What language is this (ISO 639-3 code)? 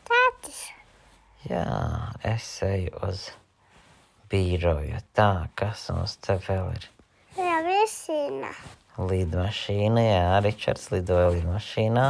lav